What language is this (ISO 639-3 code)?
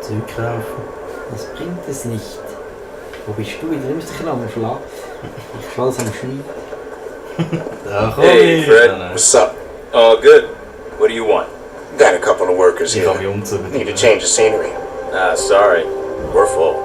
gsw